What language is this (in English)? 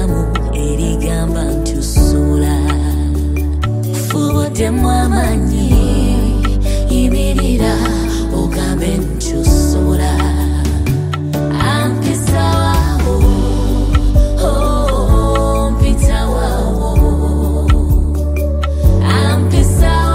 Ganda